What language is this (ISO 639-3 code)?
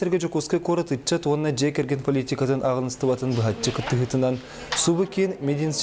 sah